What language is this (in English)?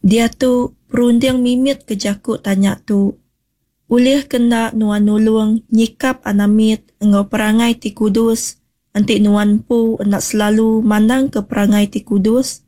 Iban